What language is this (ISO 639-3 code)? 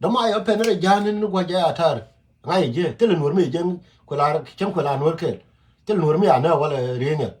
nus